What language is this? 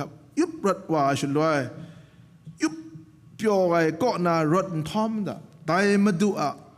Kachin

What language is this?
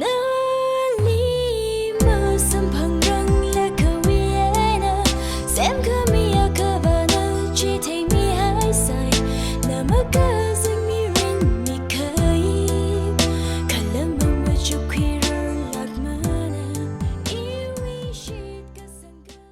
Tangkhul Naga (India)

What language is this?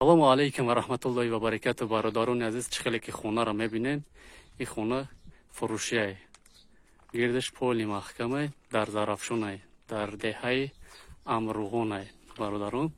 Tajik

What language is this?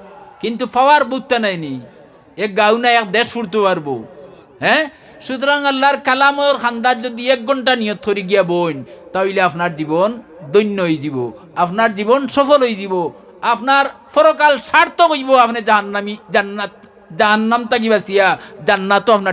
Sylheti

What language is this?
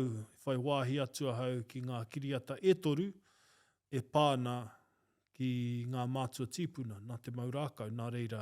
Māori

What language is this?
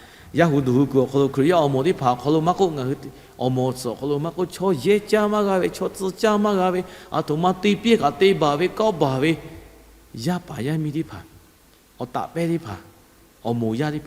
Lahu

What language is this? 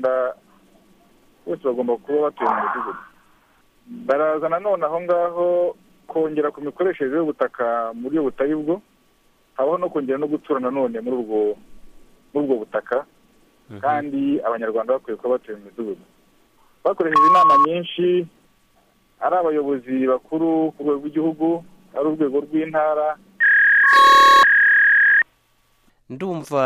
Kinyarwanda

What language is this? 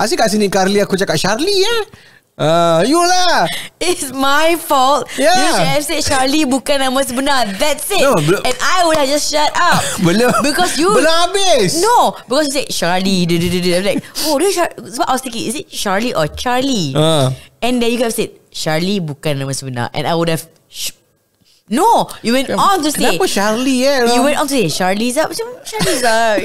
Malay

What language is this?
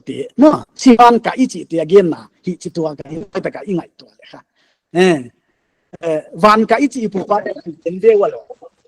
Paite Chin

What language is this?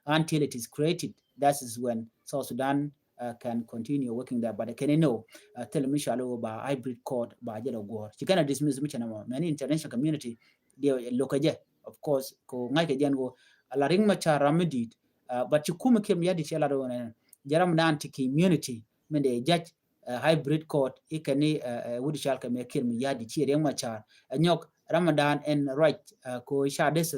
Nuer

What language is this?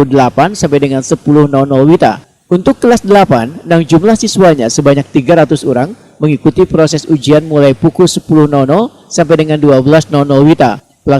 Banjar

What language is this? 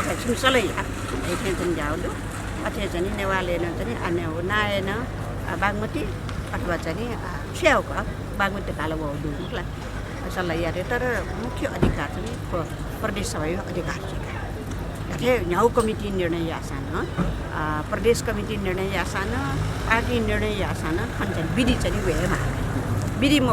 Newari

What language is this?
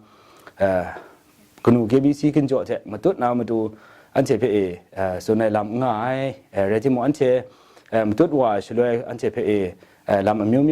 Kachin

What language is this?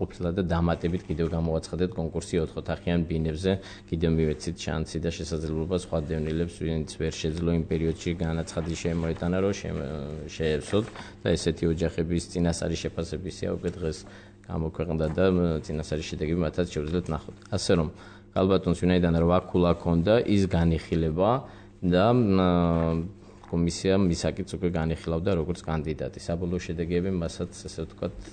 Georgian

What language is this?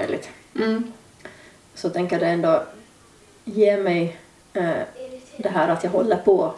Swedish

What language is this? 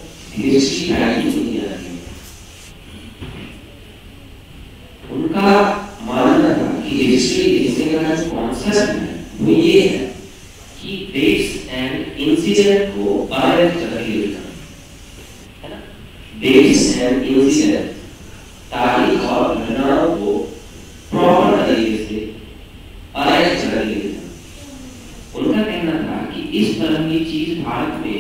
Hindi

